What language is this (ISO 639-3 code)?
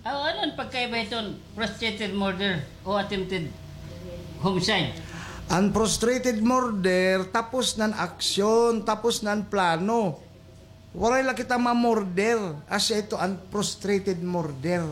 war